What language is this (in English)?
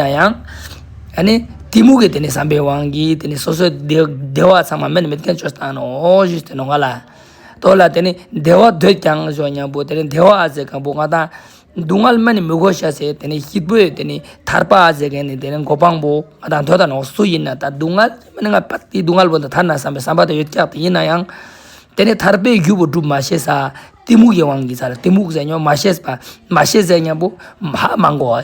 Ladakhi